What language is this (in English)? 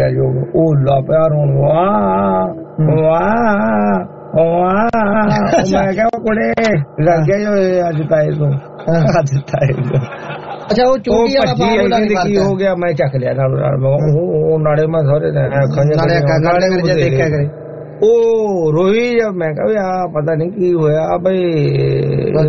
Punjabi